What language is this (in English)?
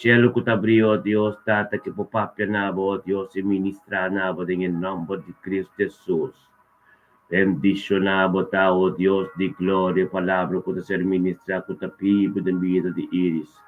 Papiamento